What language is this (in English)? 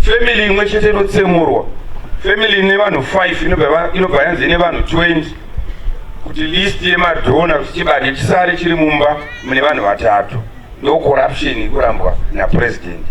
Shona